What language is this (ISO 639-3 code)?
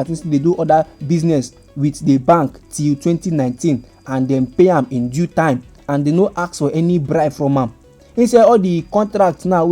pcm